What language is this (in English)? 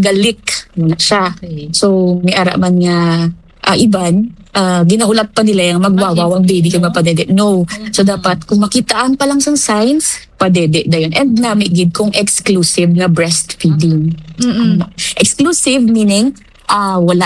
Hiligaynon